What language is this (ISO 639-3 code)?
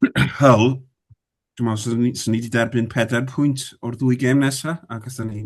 cym